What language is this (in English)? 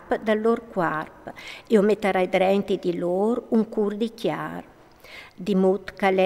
Friulian